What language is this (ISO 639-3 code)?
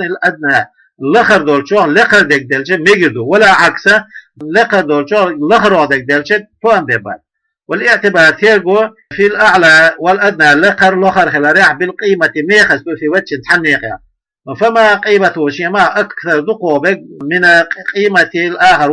che